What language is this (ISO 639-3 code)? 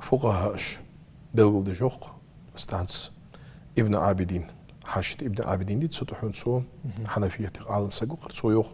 inh